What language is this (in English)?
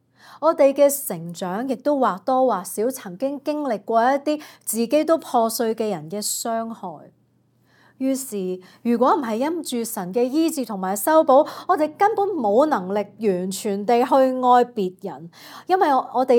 Cantonese